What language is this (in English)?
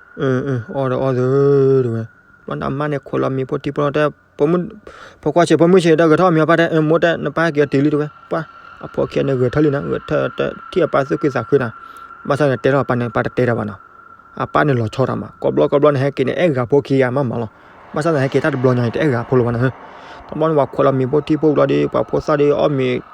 S'gaw Karen